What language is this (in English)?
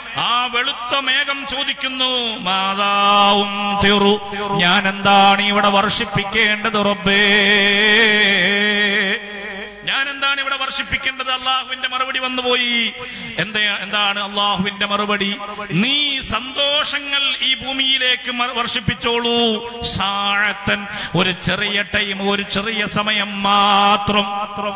Malayalam